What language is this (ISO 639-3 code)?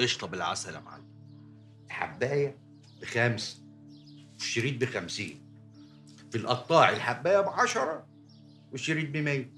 arz